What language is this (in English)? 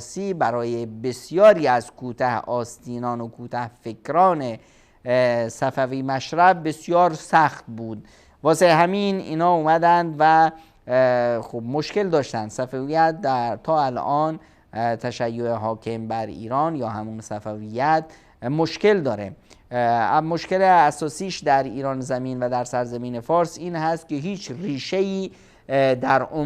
Persian